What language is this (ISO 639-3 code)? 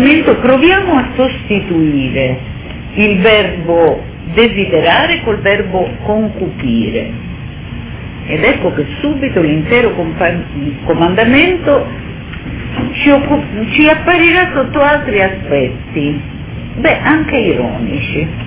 ita